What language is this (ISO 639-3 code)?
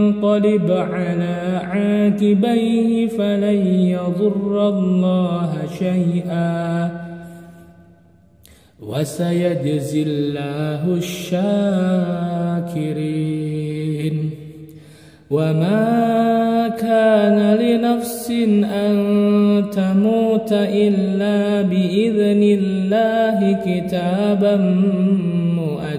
ara